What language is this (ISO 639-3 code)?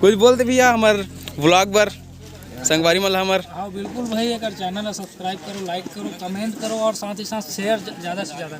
hne